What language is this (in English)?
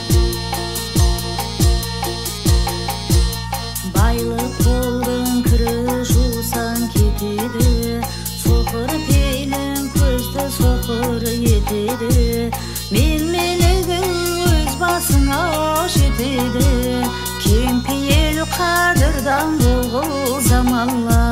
Kazakh